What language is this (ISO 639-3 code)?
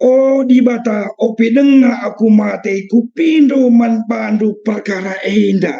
btx